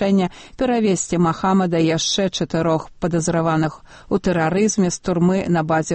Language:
Belarusian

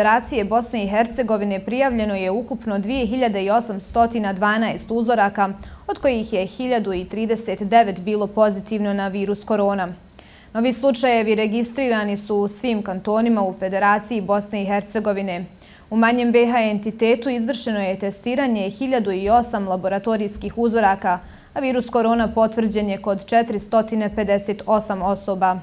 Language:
Bosnian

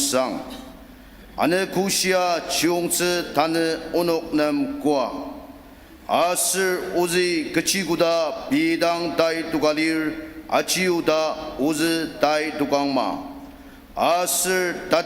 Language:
Ao Naga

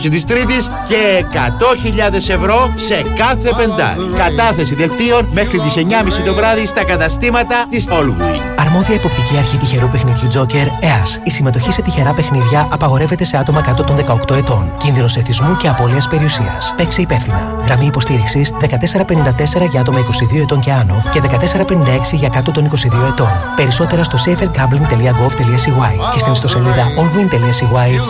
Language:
Greek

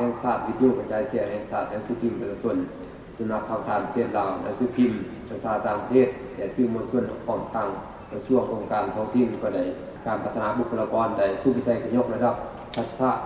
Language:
Lao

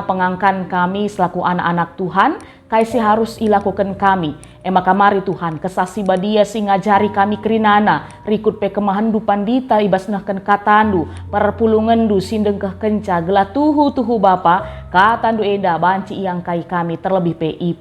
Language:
Batak Karo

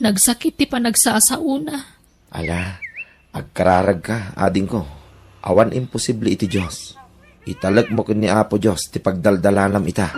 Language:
Iloko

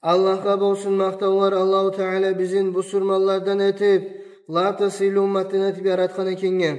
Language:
Kumyk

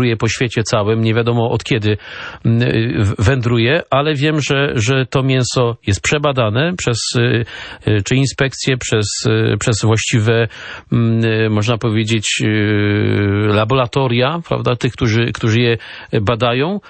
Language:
Polish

